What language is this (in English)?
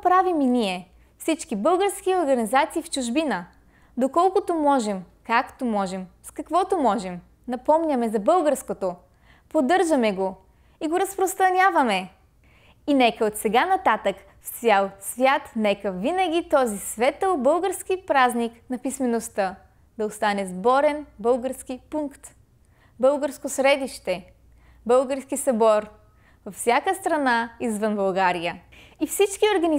Bulgarian